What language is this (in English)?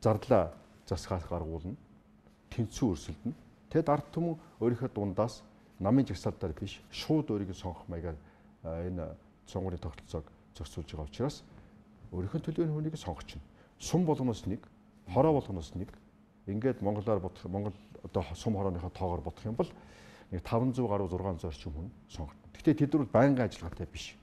Mongolian